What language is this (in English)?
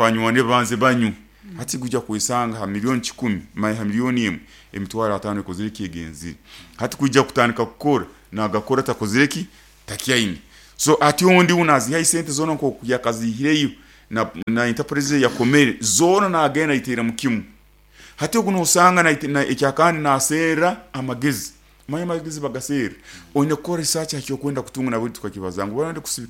Nyoro